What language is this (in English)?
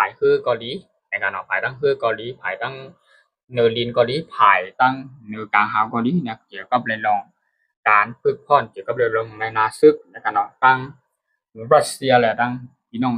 Shan